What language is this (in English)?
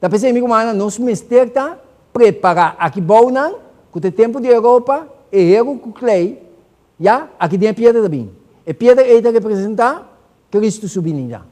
Papiamento